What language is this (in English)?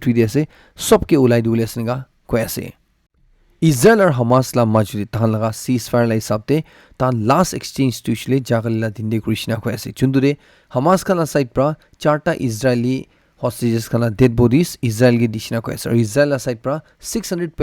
Naga Pidgin